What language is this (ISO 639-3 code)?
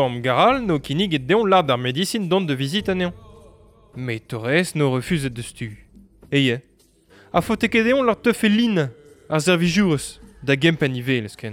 bre